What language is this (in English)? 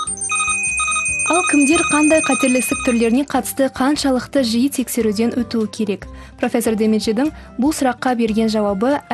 Kazakh